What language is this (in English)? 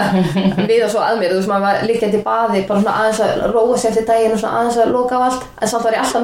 Icelandic